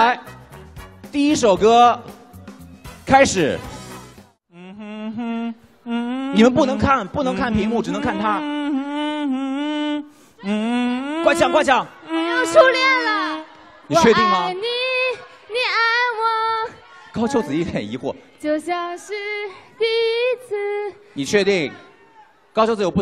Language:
Chinese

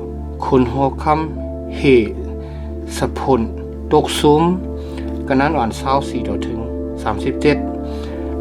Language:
Shan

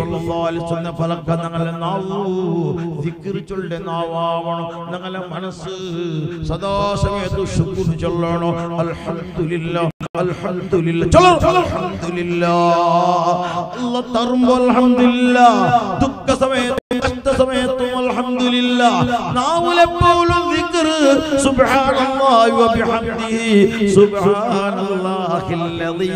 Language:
Malayalam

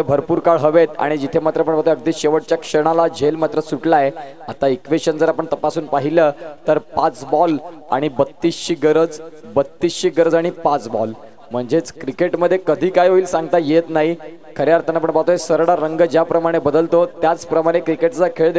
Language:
Marathi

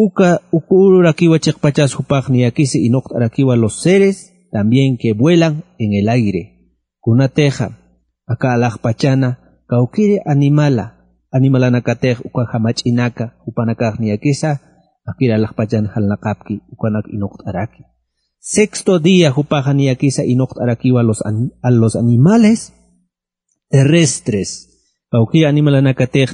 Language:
Aymara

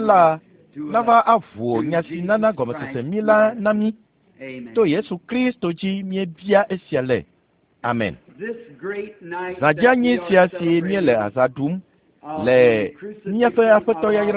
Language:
Ewe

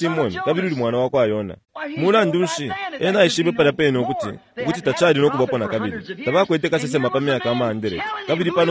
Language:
Bemba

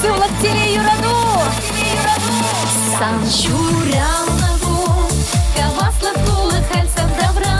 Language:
Chuvash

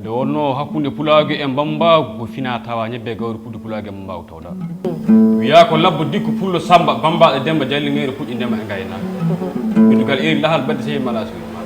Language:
Fula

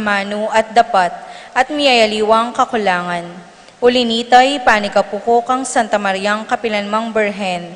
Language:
Pampanga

